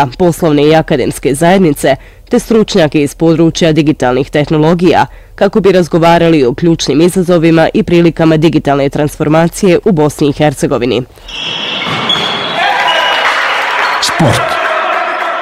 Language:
Bosnian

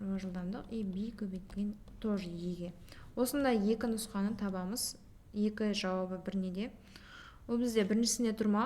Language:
Kazakh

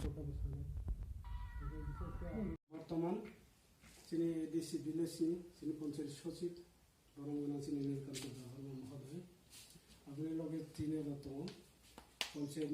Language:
Kok Borok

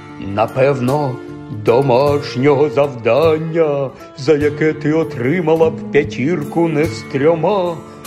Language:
Ukrainian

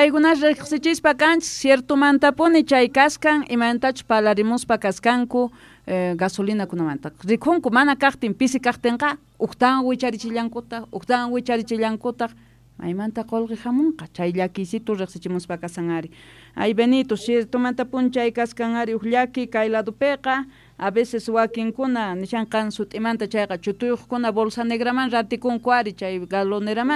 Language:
South Bolivian Quechua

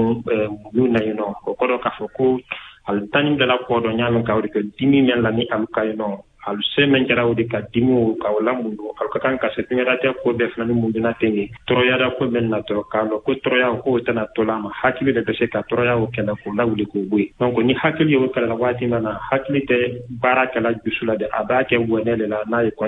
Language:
Bambara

